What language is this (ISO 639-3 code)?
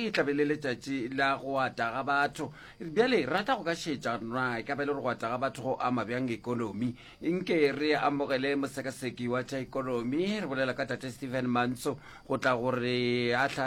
nso